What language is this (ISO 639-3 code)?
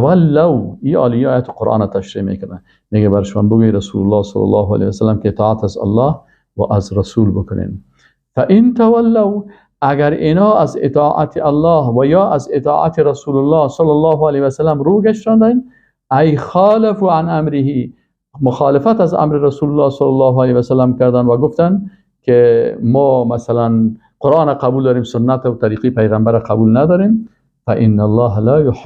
fas